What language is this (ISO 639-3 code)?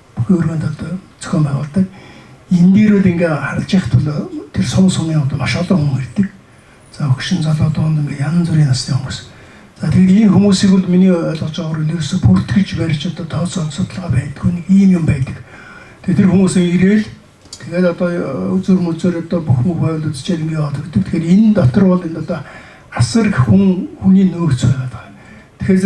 mon